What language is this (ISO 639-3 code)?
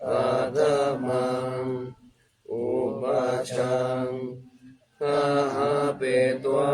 pli